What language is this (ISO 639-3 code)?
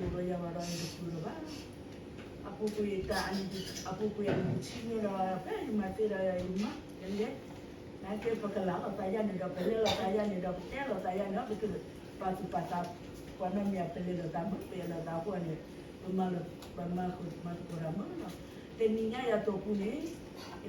ksw